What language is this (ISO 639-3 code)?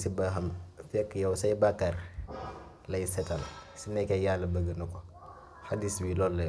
wol